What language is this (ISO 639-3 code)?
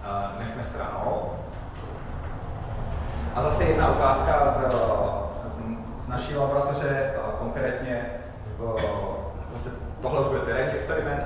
ces